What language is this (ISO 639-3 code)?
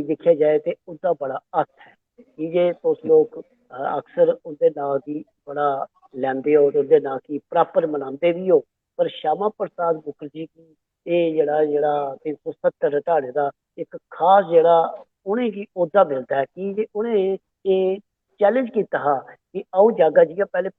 doi